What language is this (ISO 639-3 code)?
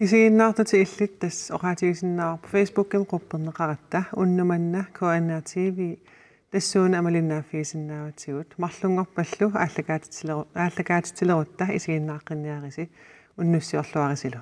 kal